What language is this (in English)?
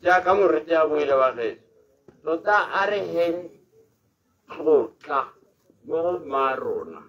Tswana